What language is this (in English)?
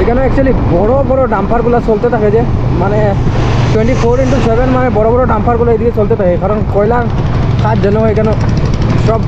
Sylheti